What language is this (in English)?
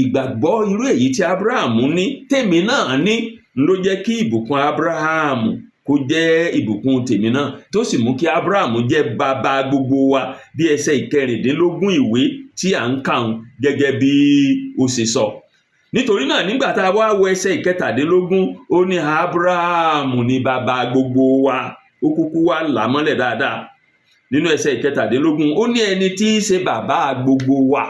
Yoruba